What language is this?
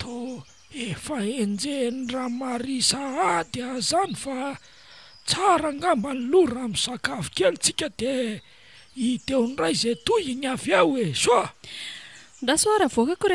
Malagasy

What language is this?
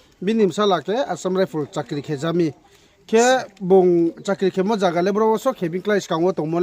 Riang (India)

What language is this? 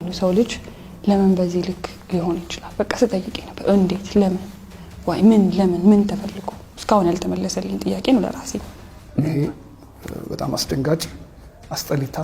Amharic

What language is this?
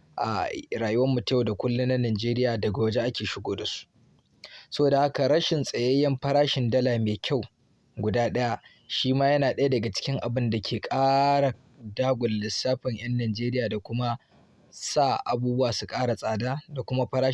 Hausa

